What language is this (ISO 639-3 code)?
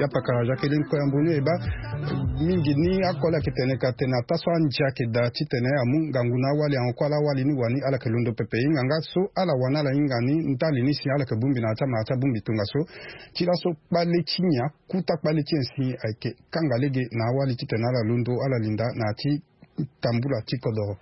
sag